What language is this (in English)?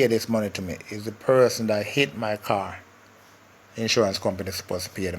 Jamaican Creole English